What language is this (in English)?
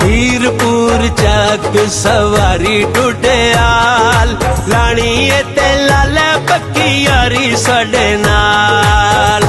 Pahari-Potwari